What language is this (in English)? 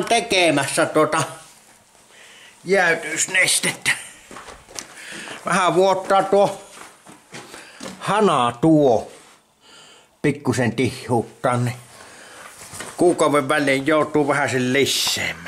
Finnish